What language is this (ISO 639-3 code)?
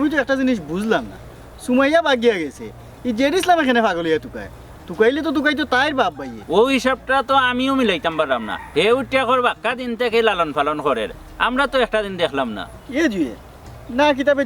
syl